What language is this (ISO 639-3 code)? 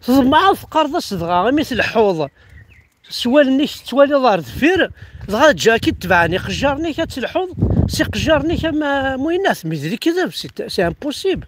kab